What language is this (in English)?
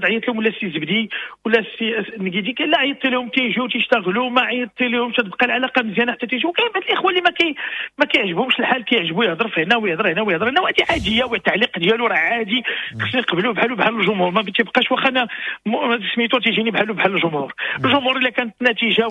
Moroccan Arabic